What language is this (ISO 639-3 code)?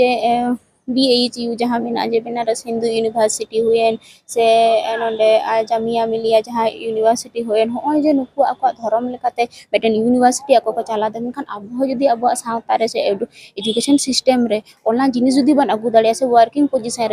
sat